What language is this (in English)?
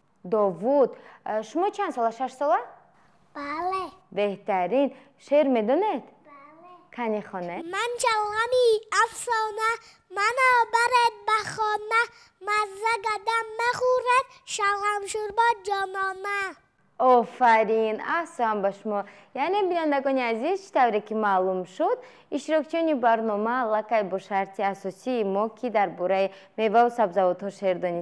Tajik